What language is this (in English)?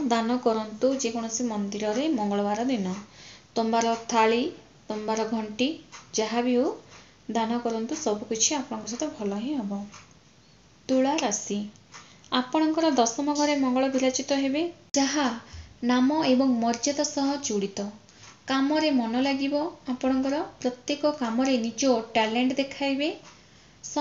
Odia